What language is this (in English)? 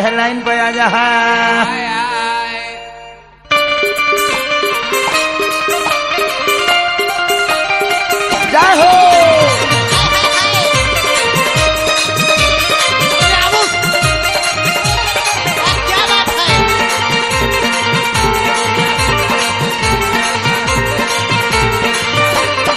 Bhojpuri